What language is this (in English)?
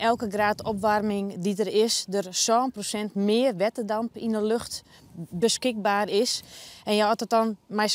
Western Frisian